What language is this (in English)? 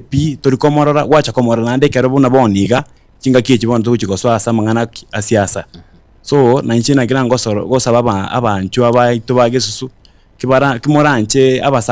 Gusii